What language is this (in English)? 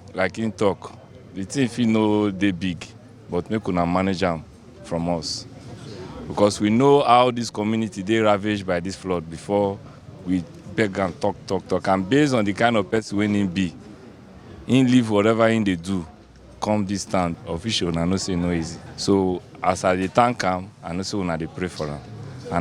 Nigerian Pidgin